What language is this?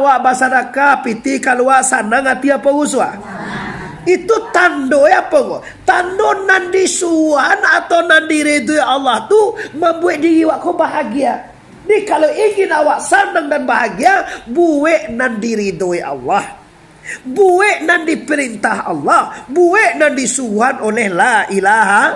Minangkabau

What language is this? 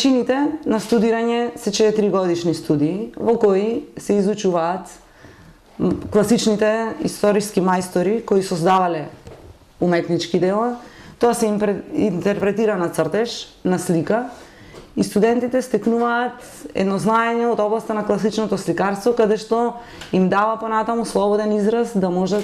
Macedonian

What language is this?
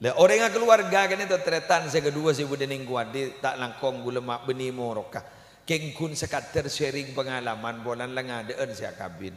Madurese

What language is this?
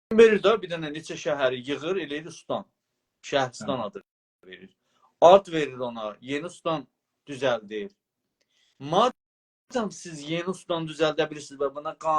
South Azerbaijani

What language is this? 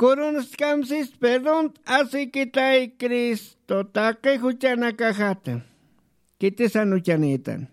Aymara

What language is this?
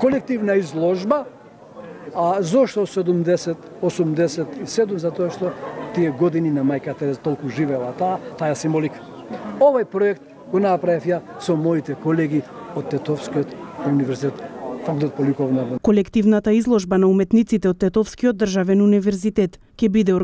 Macedonian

